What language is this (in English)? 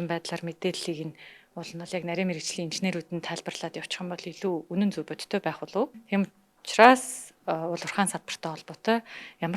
Mongolian